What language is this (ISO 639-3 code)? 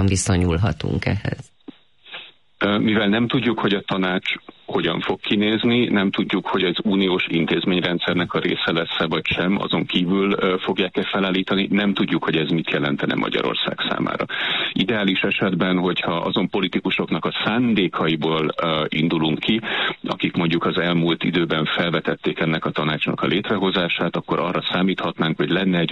hun